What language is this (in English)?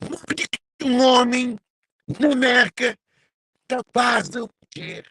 Kabuverdianu